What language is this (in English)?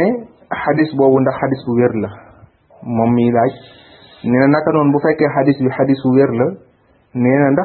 Wolof